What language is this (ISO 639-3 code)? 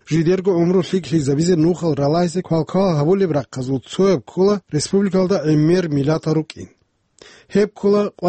ava